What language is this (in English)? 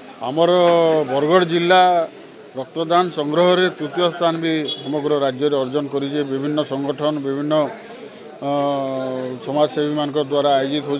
Odia